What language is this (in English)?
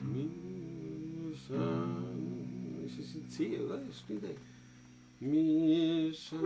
Bavarian